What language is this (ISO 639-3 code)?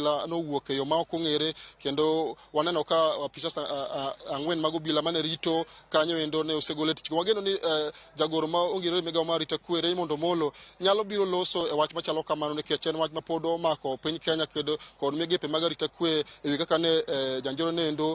luo